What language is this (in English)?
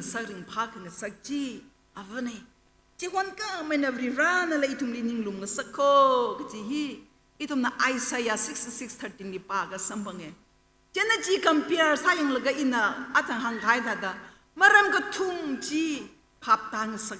Tangkhul Naga (India)